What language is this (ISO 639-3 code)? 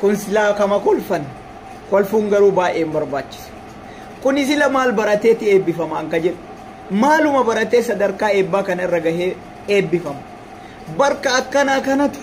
orm